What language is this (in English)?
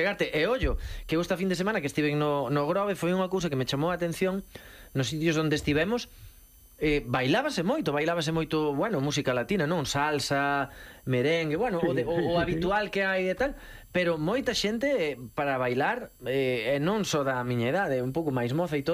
Galician